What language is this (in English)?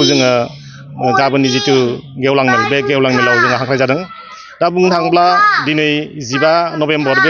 Bodo